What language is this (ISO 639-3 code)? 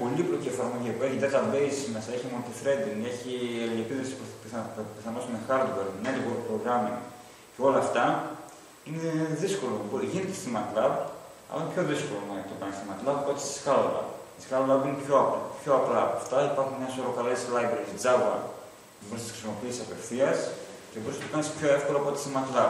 ell